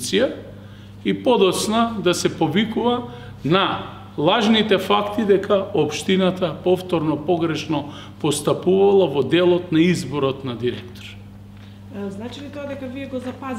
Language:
Macedonian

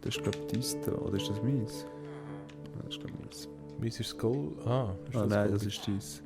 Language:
Swiss German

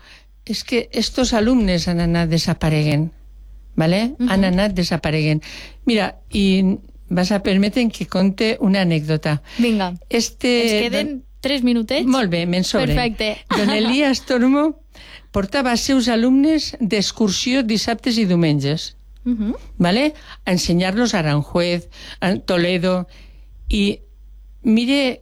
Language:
Catalan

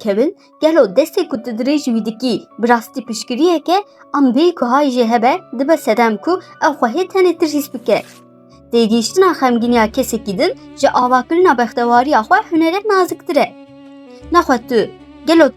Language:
Kurdish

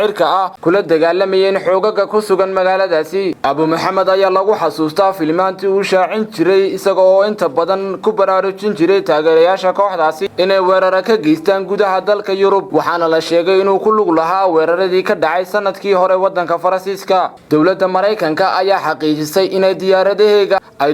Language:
Somali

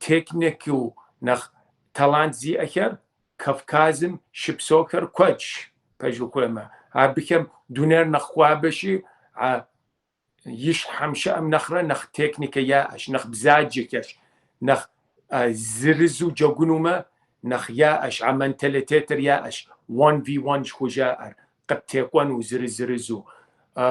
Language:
Kabardian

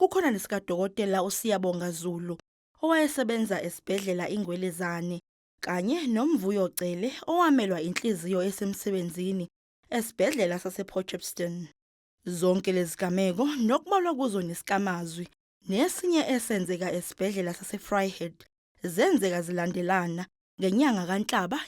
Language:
Zulu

